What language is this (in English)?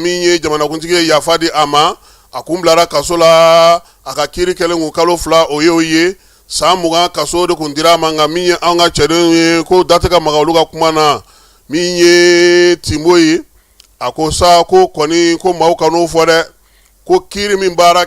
Bambara